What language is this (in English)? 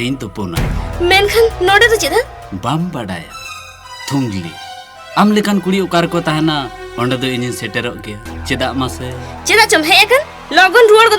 Santali